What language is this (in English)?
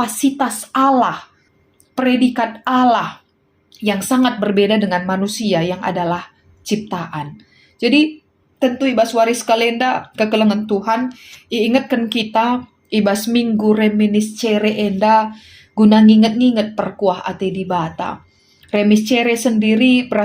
Batak Karo